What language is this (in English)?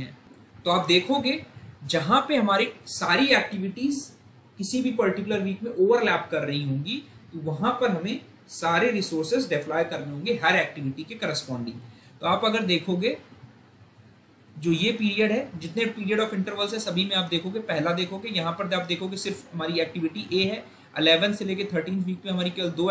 Hindi